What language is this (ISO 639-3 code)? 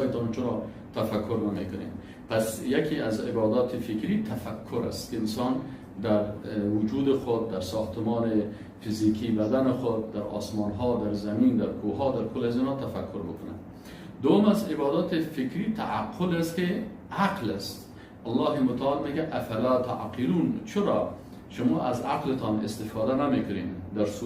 fas